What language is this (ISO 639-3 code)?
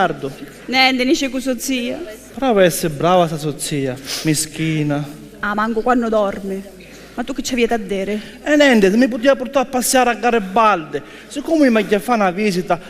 scn